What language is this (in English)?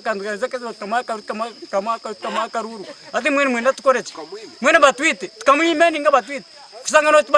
Nyankole